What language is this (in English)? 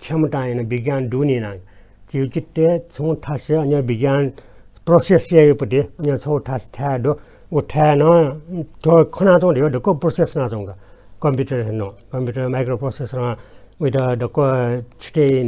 Newari